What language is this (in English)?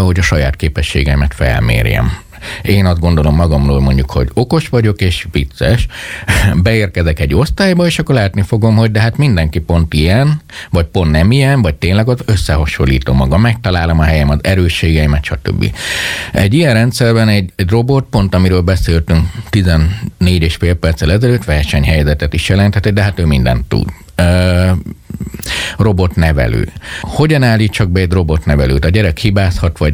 Hungarian